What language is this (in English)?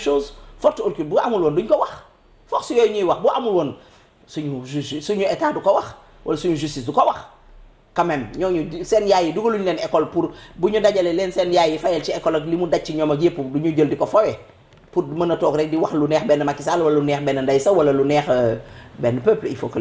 Wolof